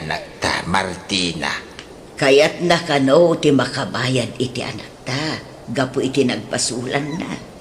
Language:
Iloko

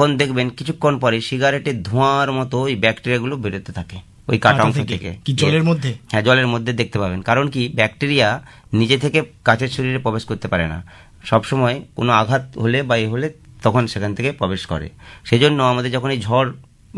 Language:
Bangla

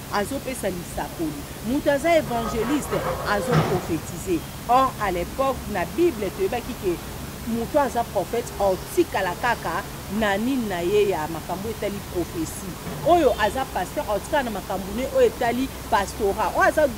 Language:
Lingala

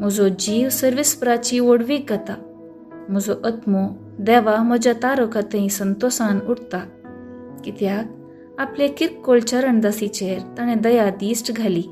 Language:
Konkani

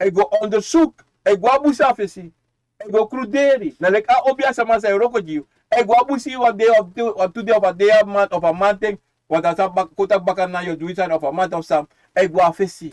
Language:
Sranan Tongo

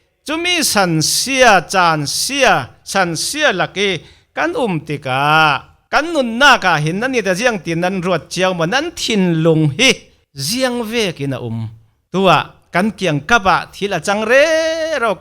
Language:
Falam Chin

